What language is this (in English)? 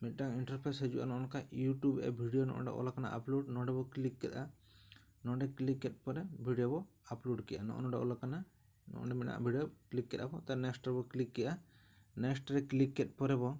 Santali